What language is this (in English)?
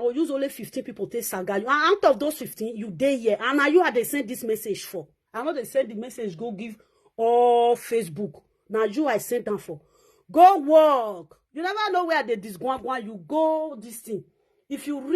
Nigerian Pidgin